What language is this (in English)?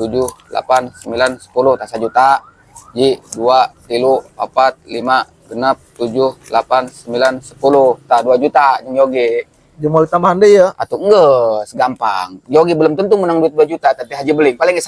Sundanese